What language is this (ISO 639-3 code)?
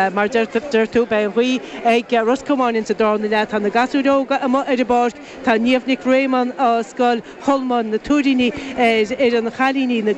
gle